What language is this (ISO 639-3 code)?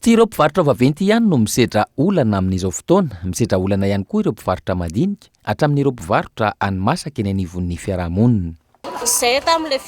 mlg